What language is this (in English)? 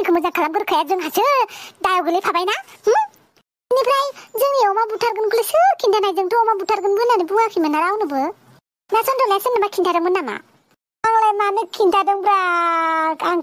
Bodo